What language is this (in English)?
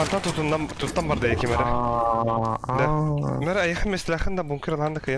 Yakut